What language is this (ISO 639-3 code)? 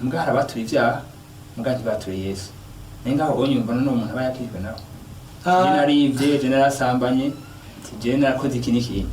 run